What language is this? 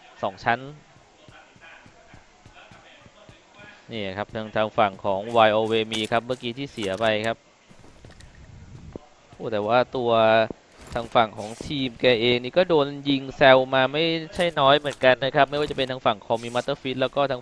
Thai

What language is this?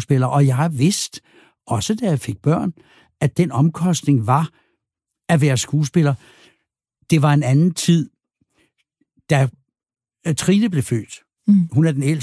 Danish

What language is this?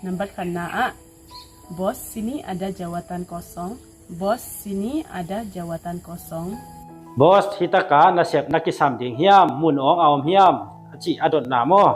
Tedim Chin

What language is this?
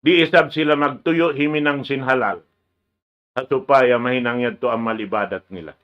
Tausug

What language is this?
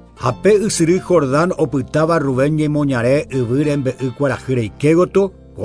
Guarani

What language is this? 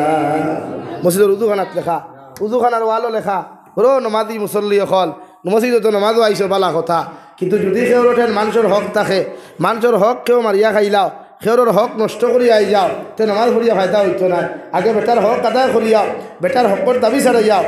Sylheti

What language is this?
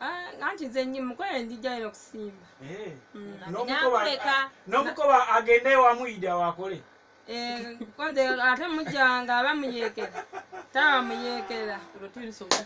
Ganda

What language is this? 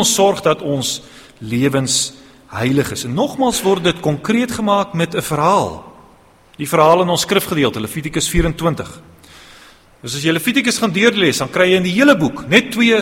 Afrikaans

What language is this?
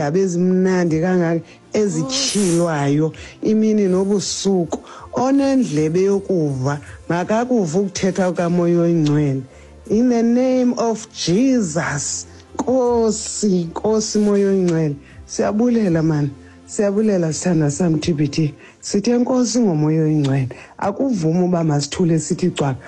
Xhosa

